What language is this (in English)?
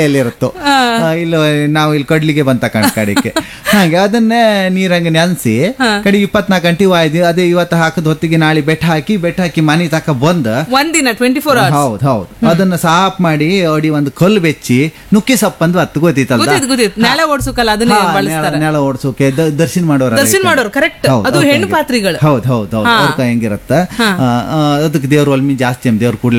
Kannada